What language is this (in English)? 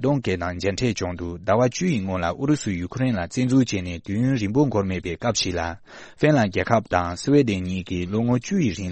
Tibetan